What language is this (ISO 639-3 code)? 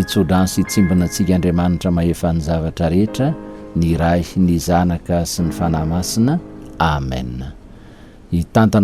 mlg